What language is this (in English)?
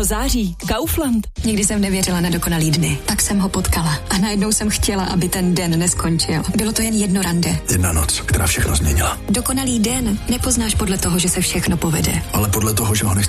Czech